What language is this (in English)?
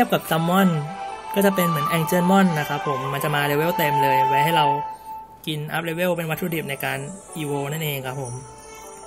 Thai